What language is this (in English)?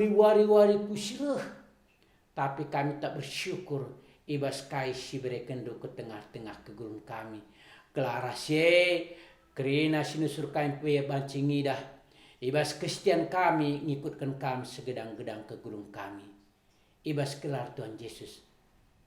Batak Karo